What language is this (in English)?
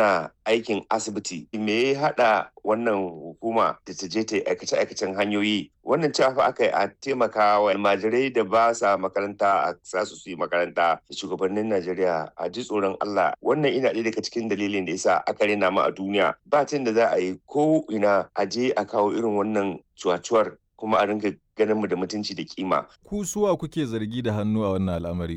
Hausa